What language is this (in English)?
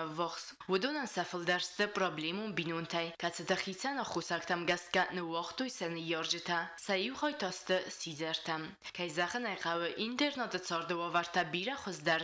Ossetic